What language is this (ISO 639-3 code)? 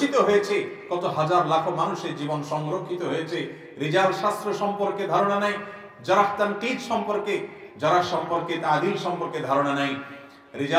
ben